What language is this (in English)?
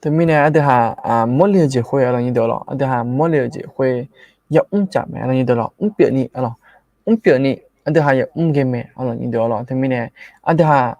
Akha